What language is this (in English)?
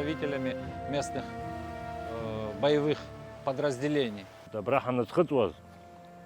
Abkhazian